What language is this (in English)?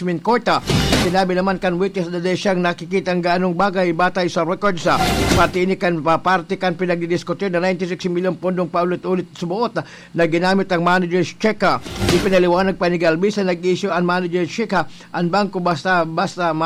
Bikol